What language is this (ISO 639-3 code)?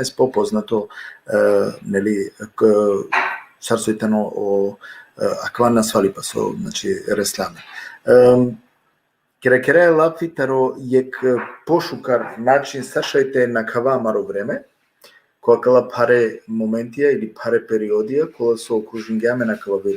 rmn